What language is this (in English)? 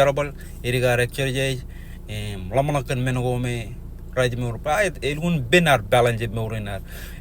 Marshallese